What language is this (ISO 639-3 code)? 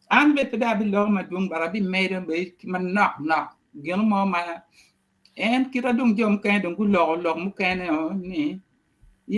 ach